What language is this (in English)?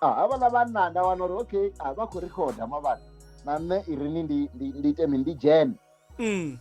Venda